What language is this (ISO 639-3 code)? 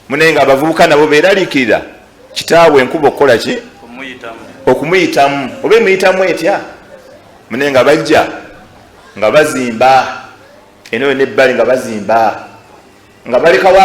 lug